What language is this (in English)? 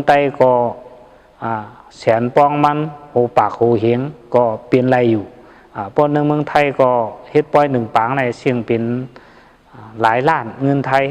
Shan